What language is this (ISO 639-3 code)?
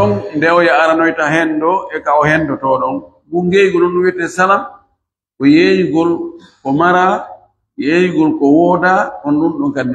fuf